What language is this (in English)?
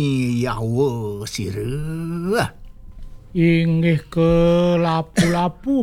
Balinese